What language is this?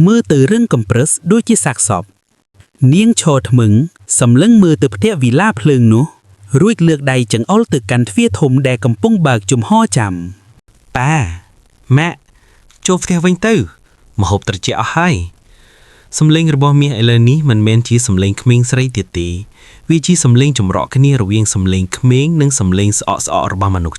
Khmer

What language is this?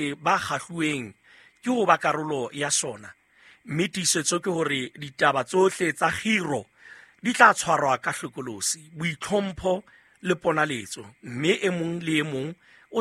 Southern Sotho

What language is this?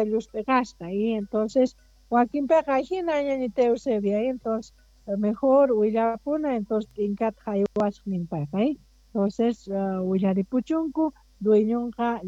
Quechua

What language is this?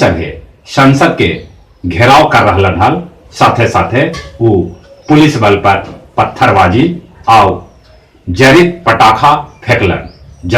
Magahi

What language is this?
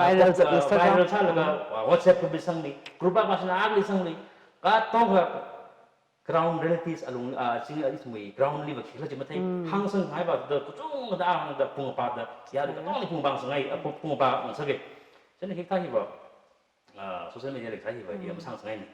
Tangkhul Naga (India)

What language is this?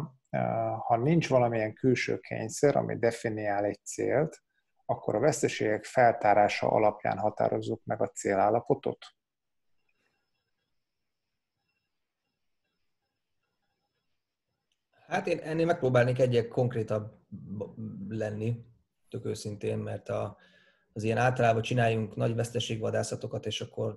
Hungarian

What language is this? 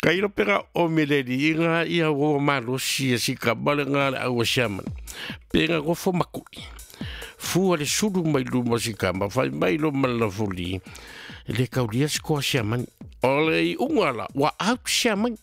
Samoan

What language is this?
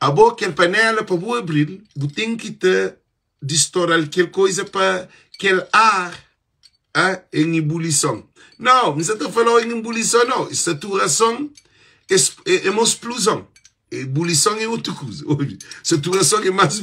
Kabuverdianu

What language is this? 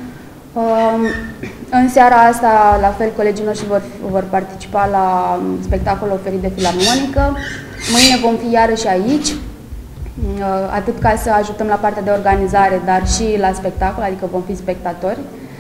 Romanian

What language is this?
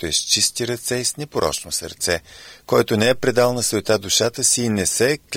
Bulgarian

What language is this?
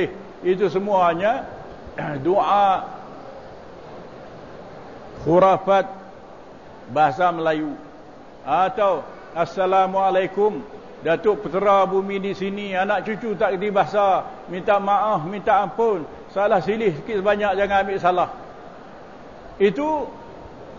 Malay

